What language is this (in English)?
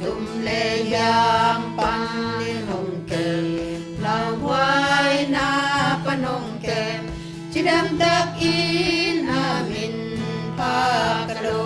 Tedim Chin